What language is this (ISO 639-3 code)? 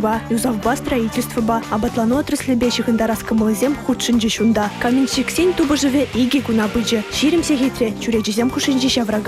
chv